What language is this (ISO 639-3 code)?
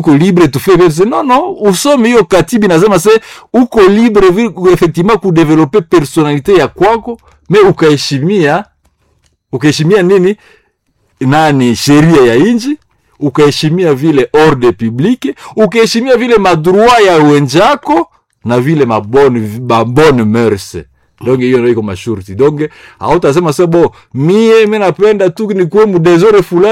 swa